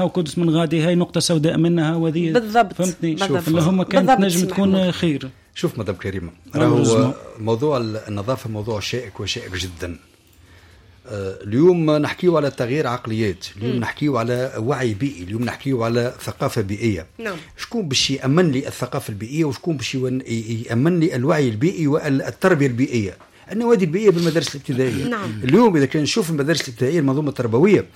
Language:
Tunisian Arabic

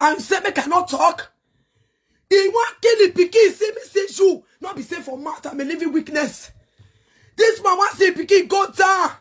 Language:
Nigerian Pidgin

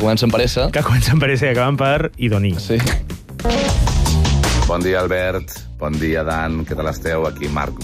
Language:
Catalan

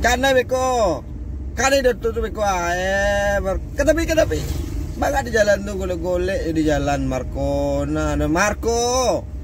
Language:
Minangkabau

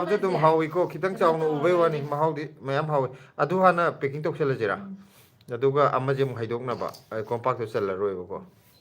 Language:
Manipuri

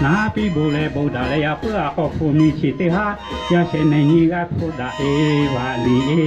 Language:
Lahu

